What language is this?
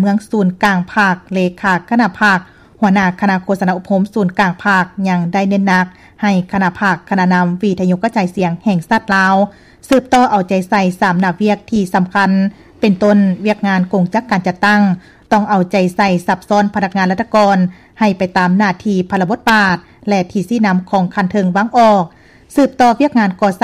Lao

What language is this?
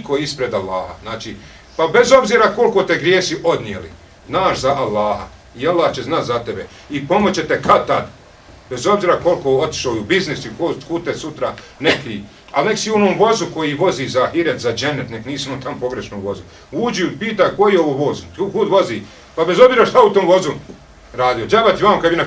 Bosnian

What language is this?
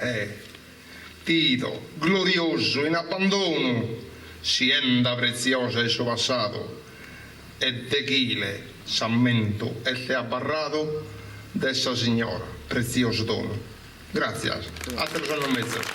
Sardinian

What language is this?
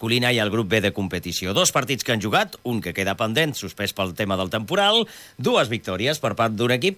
Catalan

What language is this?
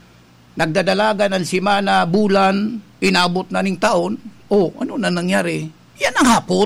Bikol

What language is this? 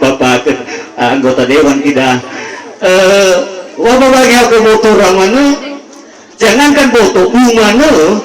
Nias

